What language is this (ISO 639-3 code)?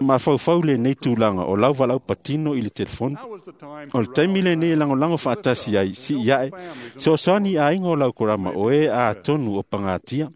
smo